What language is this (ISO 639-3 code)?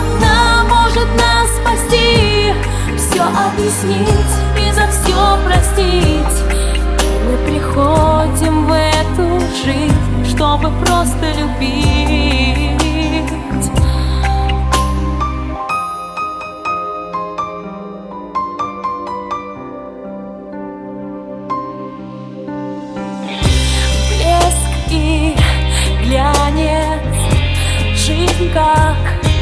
rus